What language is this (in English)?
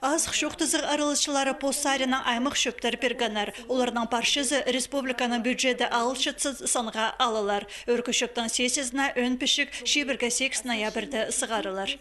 Khakas